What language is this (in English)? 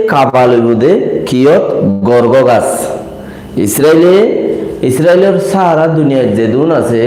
Rohingya